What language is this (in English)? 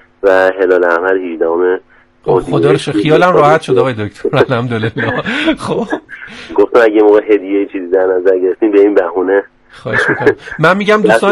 Persian